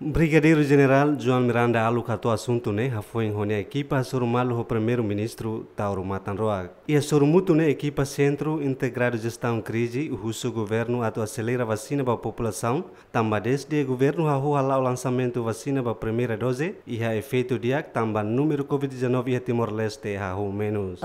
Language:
Tetum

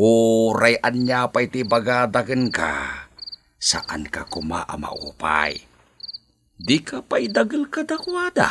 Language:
Iloko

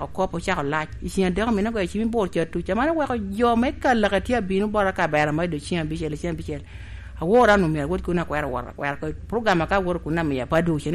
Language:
Lango (Uganda)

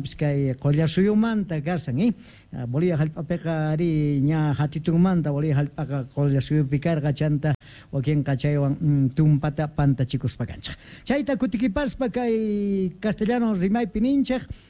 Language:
Quechua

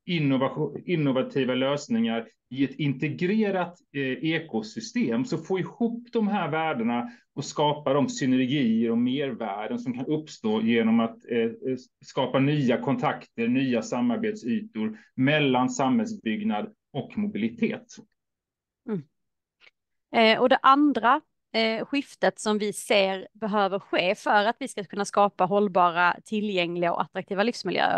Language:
Swedish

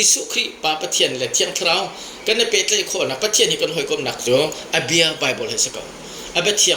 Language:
Hakha Chin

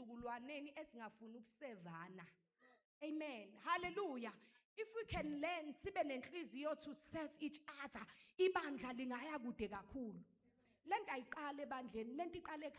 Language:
Zulu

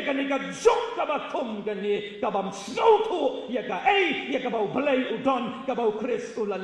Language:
Khasi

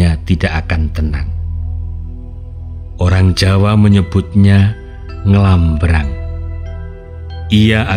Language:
Indonesian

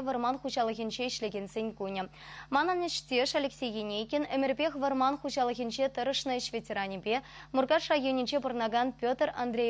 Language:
Chuvash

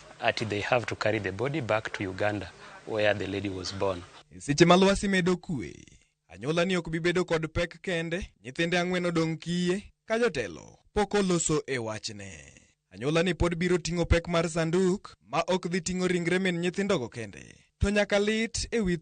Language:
Luo (Kenya and Tanzania)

